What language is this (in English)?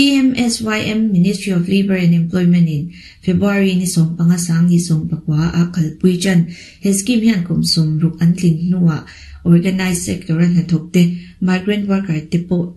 Mizo